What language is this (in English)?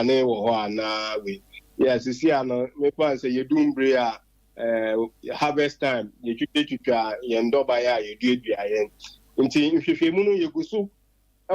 Akan